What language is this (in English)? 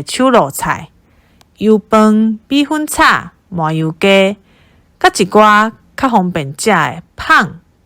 Min Nan Chinese